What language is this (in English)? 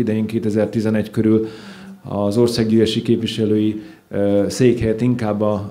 Hungarian